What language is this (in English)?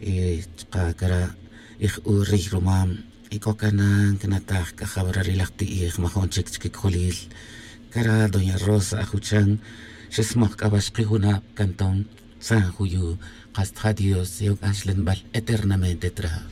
Tz'utujil